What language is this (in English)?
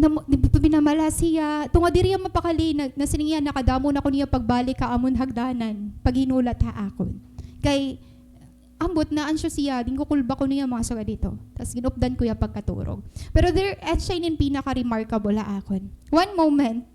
Waray